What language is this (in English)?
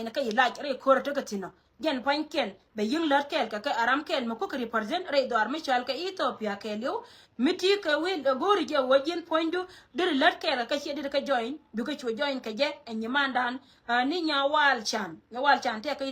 Nuer